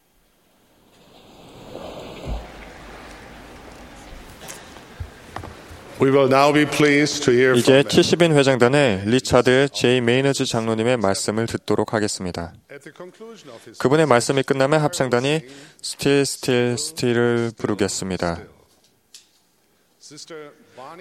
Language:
Korean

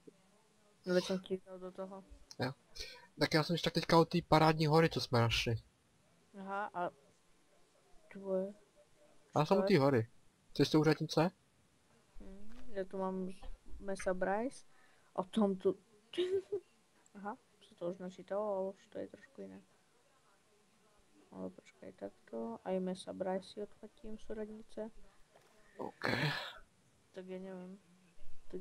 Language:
Czech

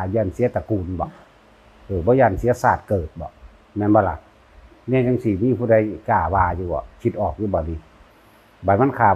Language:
Northeastern Thai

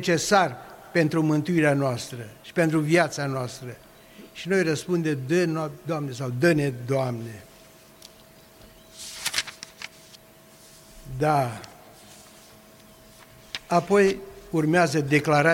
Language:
Romanian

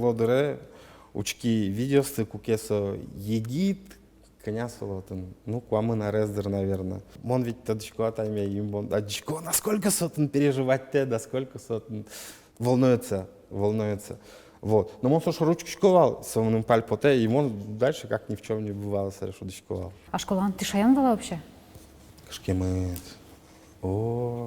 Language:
Udmurt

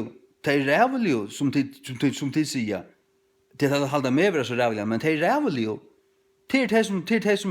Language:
Faroese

